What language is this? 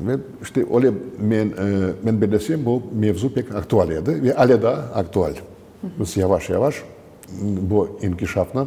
Crimean Tatar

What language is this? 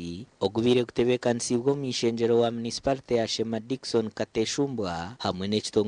Nyankole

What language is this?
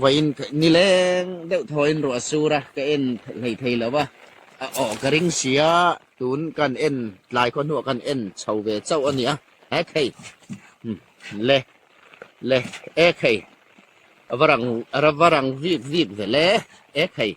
Hmar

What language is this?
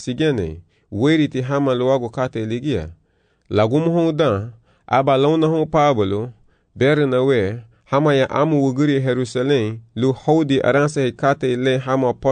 Garifuna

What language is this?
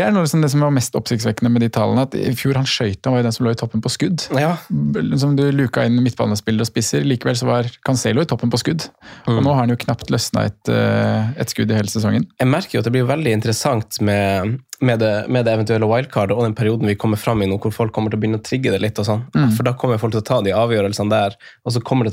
Norwegian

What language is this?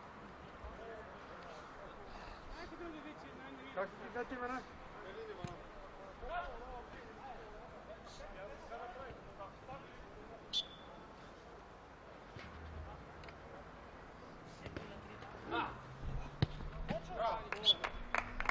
Bulgarian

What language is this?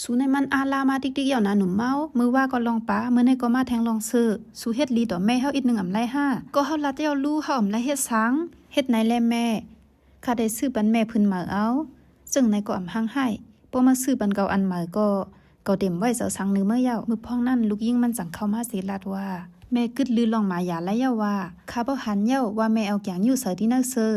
Shan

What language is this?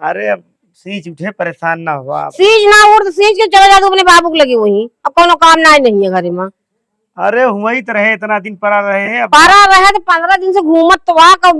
Awadhi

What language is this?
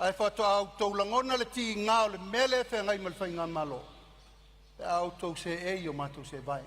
Samoan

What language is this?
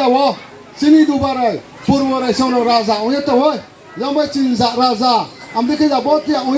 Riang (India)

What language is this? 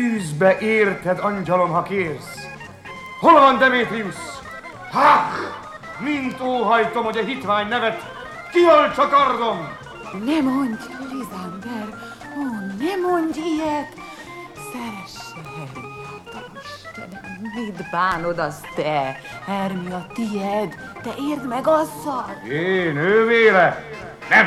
Hungarian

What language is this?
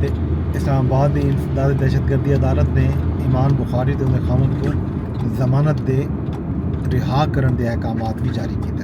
Saraiki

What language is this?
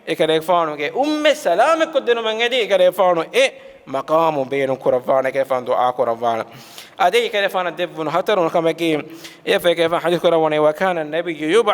Divehi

